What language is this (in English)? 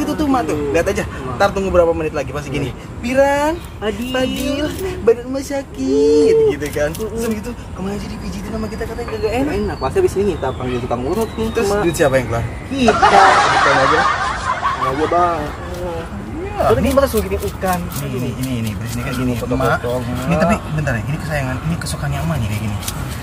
Betawi